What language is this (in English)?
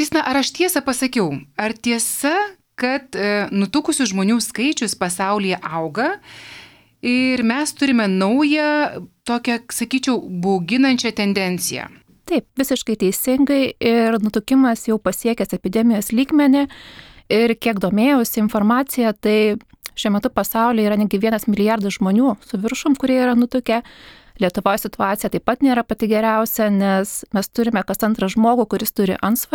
Lithuanian